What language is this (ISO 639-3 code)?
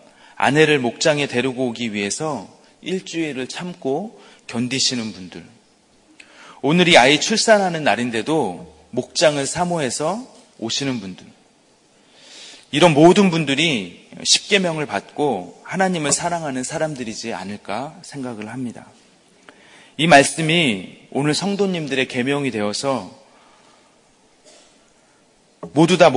kor